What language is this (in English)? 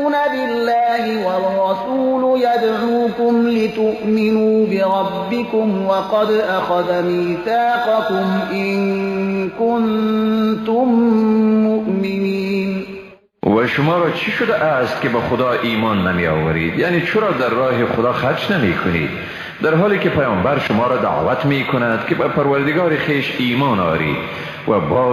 Persian